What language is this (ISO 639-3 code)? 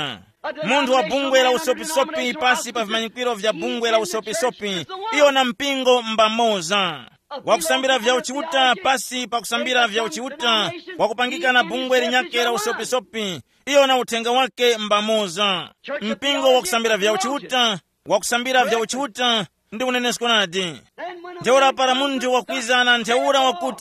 tum